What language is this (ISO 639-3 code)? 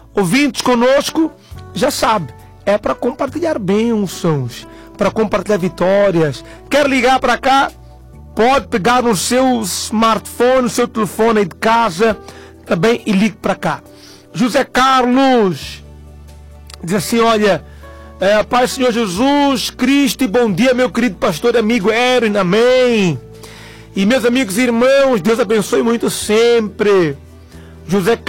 por